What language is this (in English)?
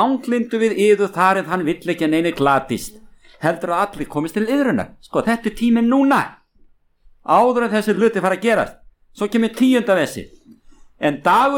Icelandic